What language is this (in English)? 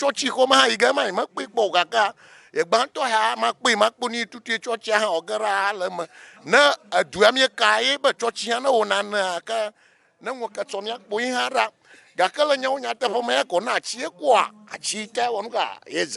Ewe